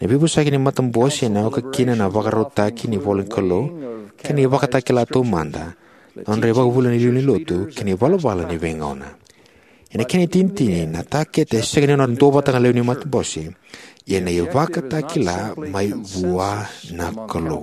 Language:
Fijian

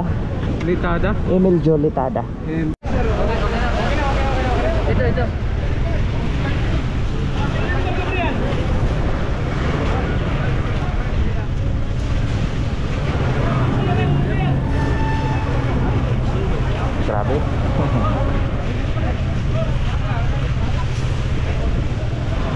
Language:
Filipino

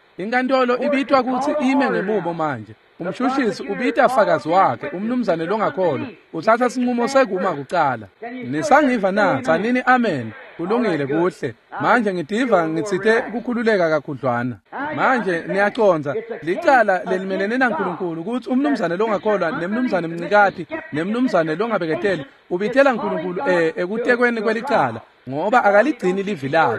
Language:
Swati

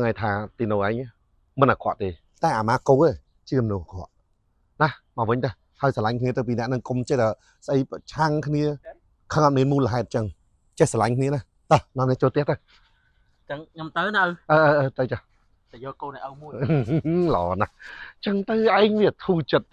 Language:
Khmer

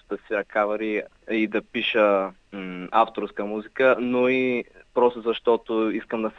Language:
Bulgarian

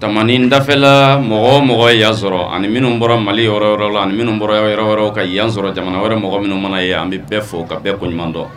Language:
Bambara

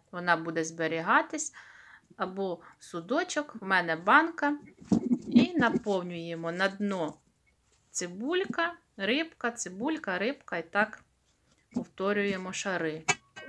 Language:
Ukrainian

